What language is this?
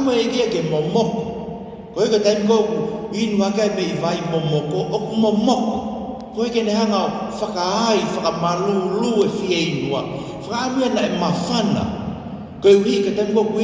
Tongan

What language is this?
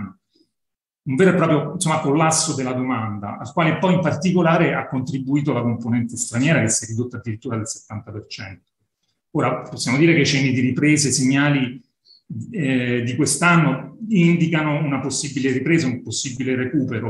Italian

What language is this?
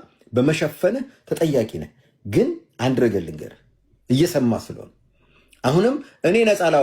Amharic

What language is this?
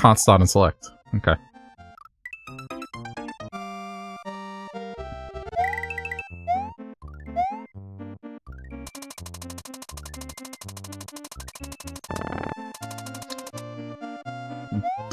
English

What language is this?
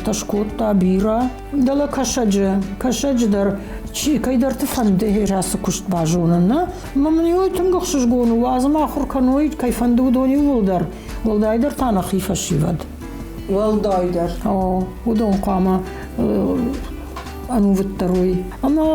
Ossetic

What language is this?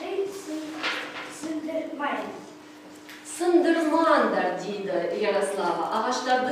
Kazakh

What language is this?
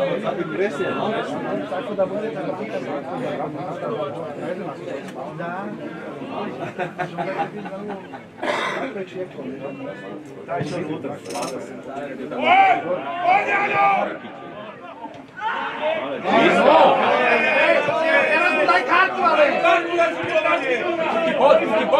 Slovak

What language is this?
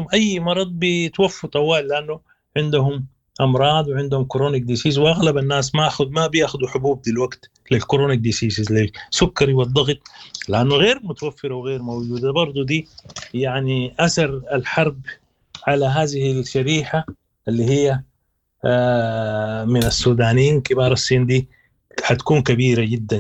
Sudanese Arabic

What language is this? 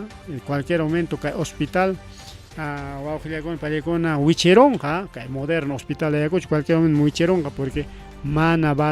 Ayacucho Quechua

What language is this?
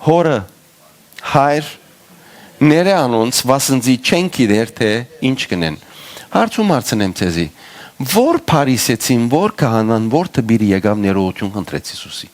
Western Armenian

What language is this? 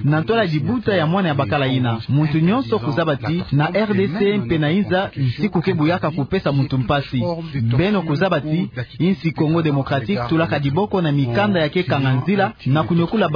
Kituba (Democratic Republic of Congo)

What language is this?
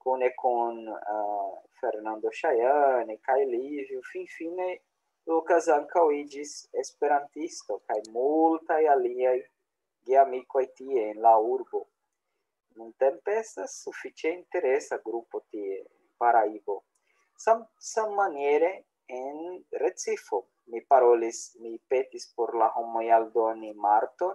Esperanto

